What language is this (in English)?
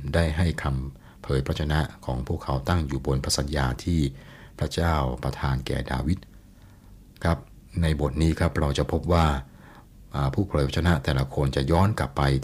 Thai